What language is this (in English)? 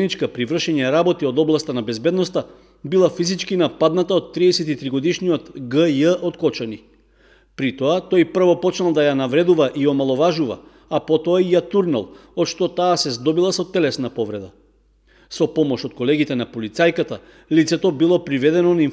Macedonian